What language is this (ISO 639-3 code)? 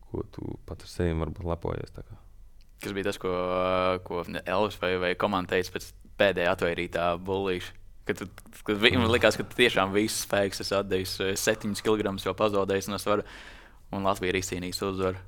lav